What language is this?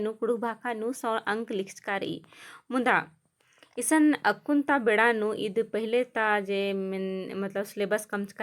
Kurukh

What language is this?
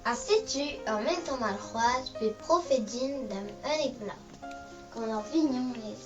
Breton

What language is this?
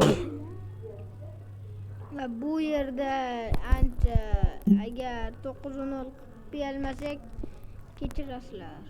Uzbek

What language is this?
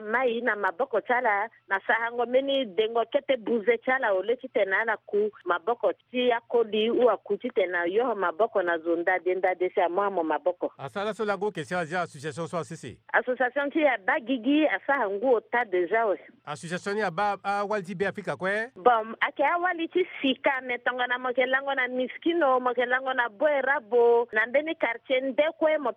Sango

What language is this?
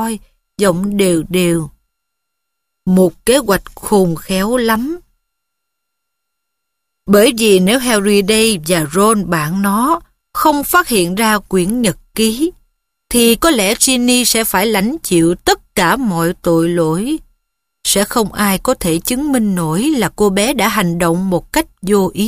Vietnamese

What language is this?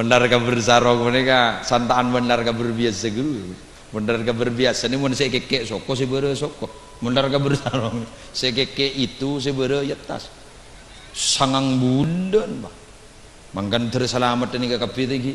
Madurese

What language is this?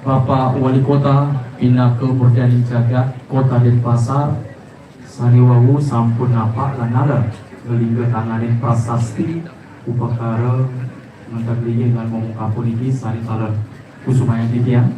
Balinese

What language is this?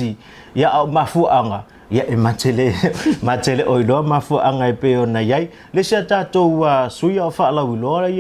Samoan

